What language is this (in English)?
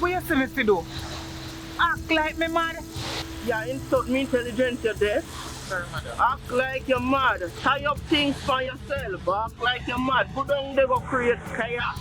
Jamaican Creole English